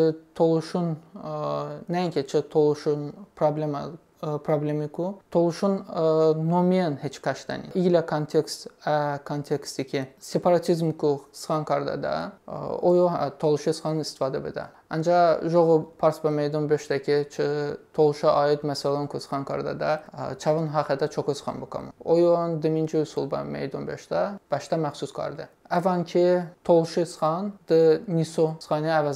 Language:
Talysh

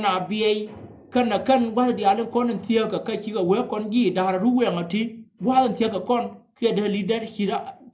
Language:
Nuer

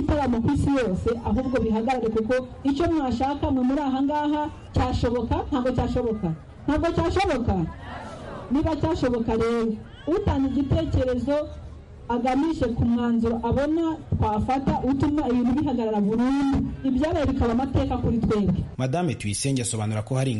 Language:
Kinyarwanda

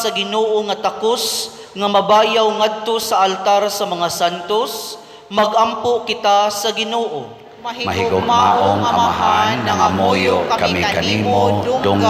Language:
Cebuano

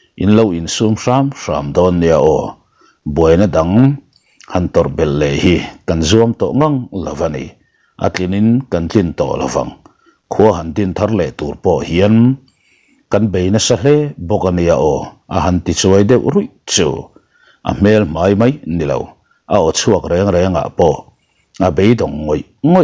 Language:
Mizo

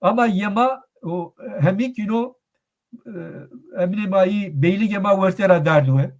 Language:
Zaza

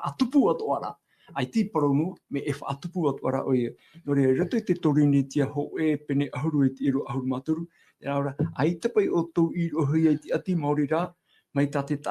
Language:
Tahitian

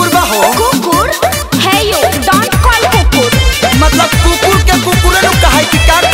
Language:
Bhojpuri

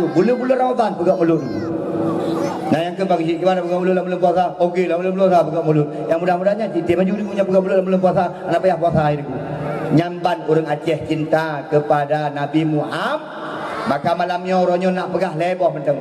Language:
Achinese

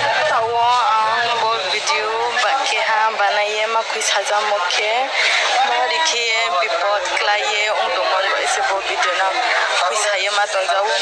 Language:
Riang (India)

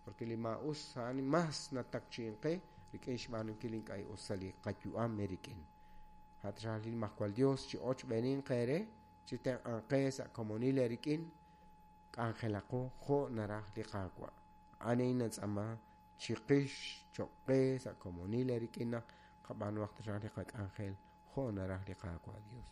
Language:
Kekchí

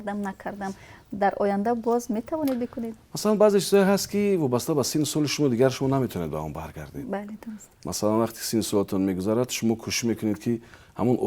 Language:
Tajik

